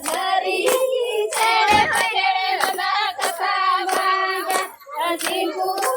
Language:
Santali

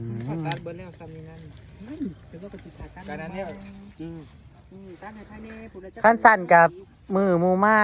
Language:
Northeastern Thai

